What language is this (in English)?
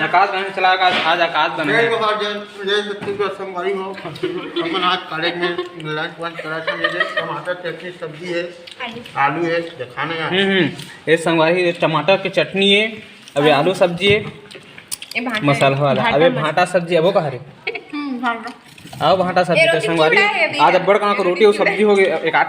Chhattisgarhi